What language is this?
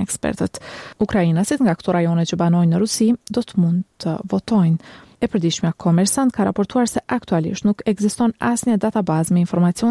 Albanian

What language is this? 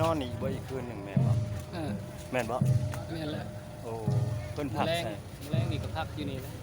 Lao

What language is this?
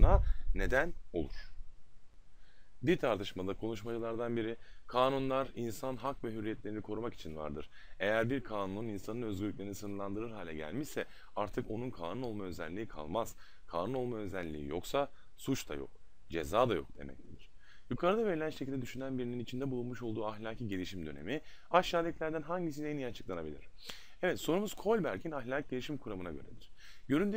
Turkish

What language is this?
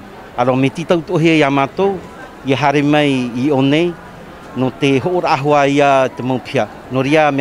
Tahitian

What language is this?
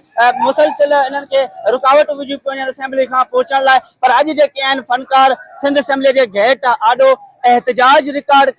Sindhi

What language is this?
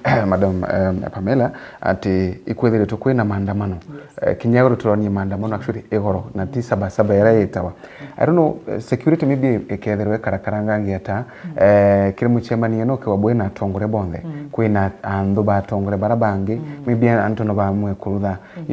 Meru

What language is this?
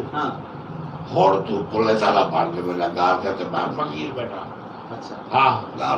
Saraiki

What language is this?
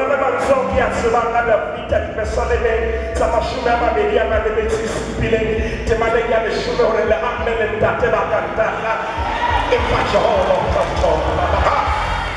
Southern Sotho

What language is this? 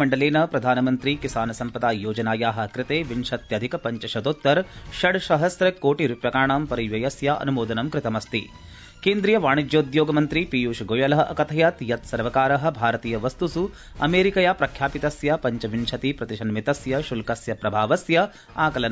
Sanskrit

